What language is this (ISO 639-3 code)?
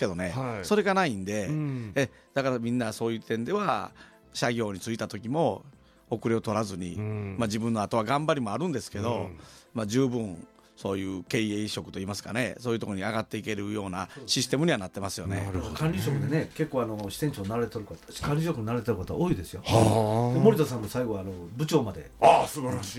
jpn